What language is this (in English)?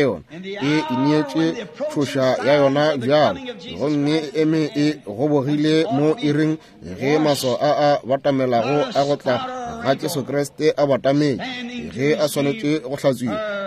Northern Sotho